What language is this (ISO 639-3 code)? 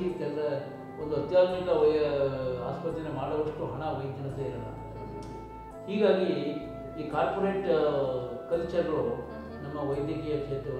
kan